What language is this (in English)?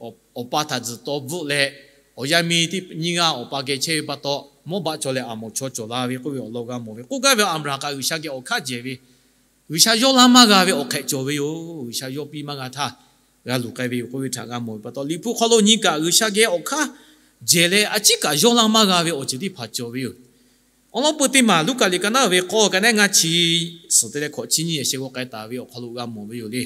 Lahu